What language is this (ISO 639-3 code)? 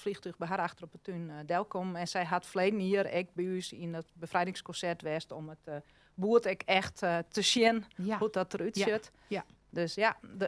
fry